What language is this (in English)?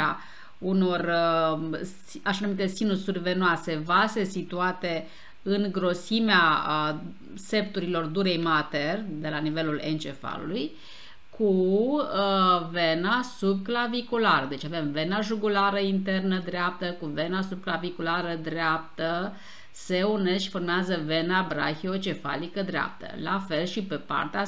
Romanian